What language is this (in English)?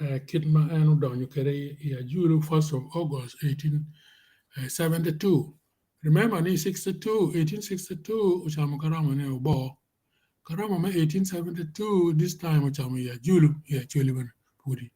Acoli